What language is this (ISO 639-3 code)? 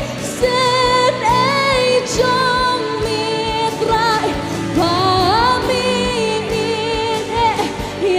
kha